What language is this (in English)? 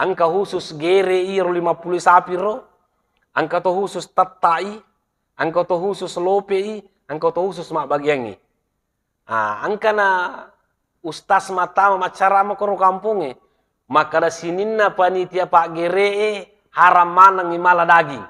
Buginese